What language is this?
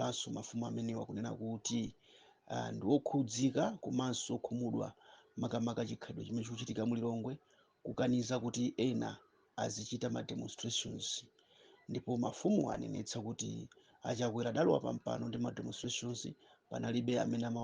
Nyanja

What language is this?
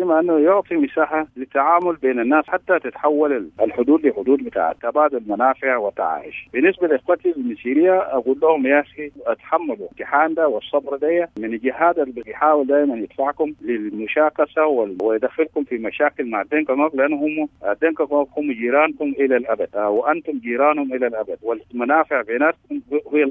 Sudanese Arabic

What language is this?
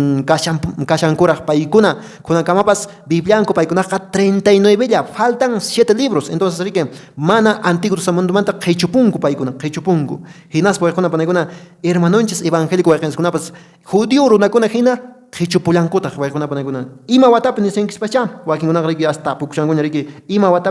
Quechua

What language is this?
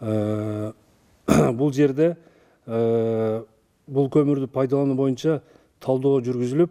Kyrgyz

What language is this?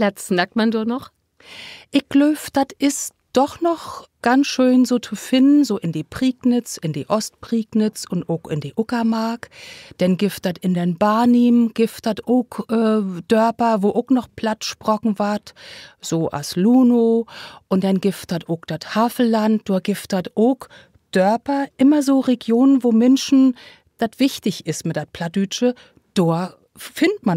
Low German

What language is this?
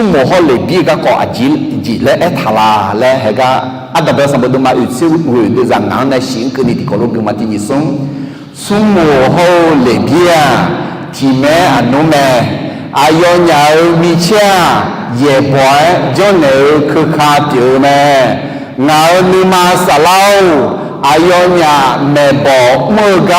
Akha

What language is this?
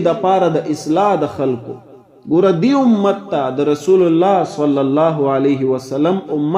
Pashto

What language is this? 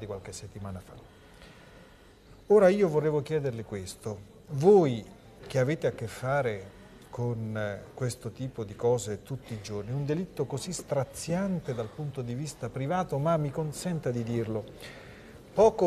Italian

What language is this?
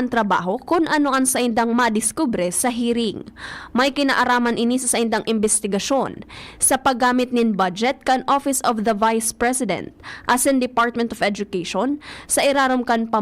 Bikol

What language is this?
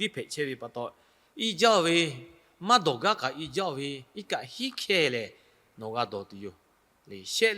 Lahu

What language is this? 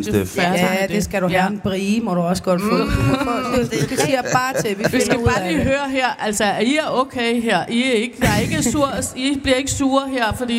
Danish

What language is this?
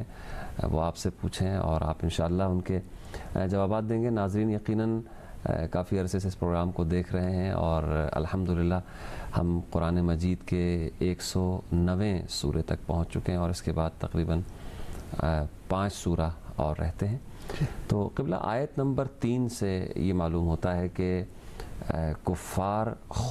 Urdu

